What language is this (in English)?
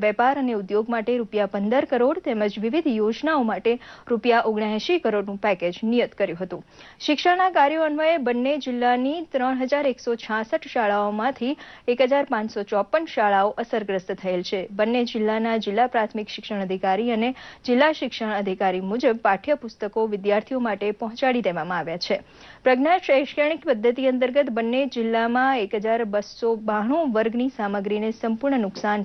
Gujarati